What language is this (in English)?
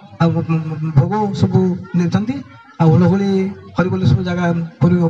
Odia